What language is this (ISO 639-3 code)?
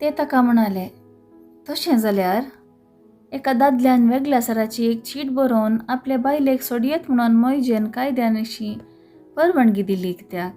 kok